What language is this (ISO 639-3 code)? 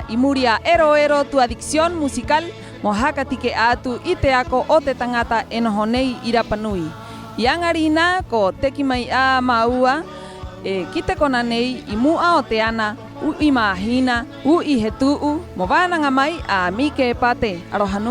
rap